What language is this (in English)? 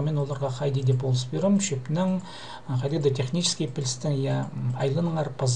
Khakas